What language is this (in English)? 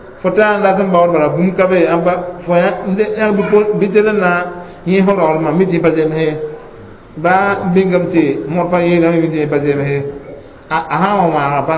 Mossi